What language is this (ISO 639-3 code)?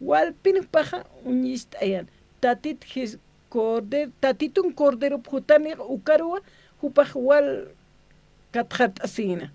aym